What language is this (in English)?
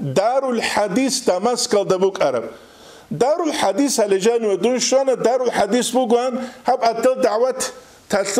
Avaric